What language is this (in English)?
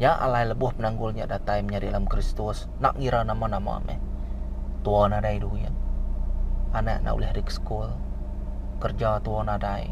Iban